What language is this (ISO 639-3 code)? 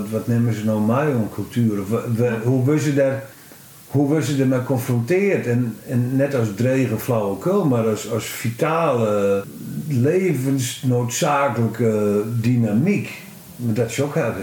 fry